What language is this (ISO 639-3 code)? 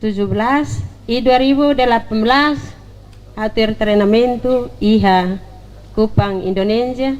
tet